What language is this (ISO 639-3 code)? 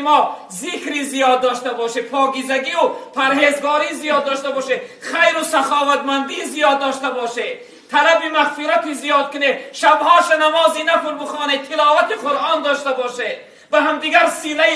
tgk